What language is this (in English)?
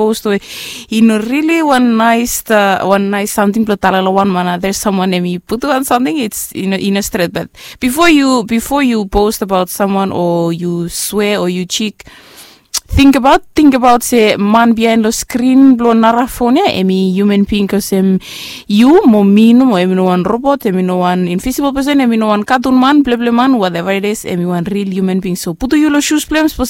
Bislama